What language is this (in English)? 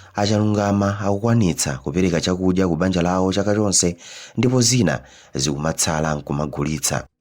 Nyanja